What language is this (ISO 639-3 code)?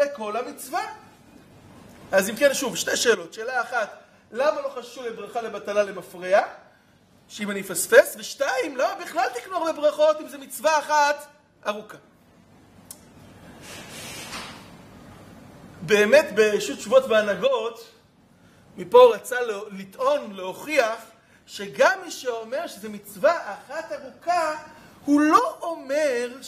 heb